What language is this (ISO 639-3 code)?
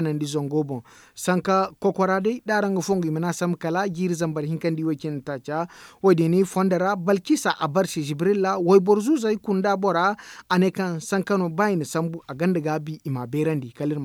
dje